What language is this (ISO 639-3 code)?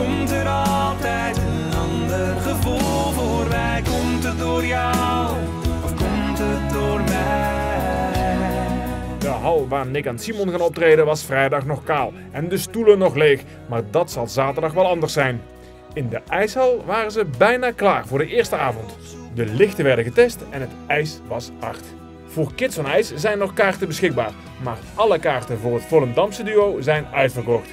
nld